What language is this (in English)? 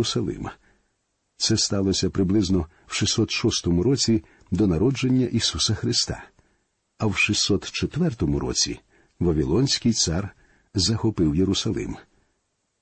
Ukrainian